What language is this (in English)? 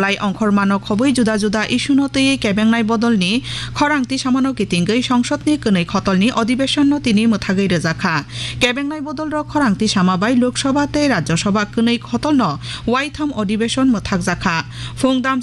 Kok Borok